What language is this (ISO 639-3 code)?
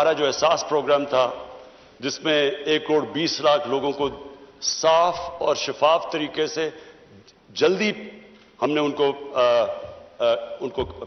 urd